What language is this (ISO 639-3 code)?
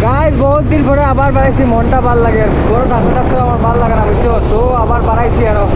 syl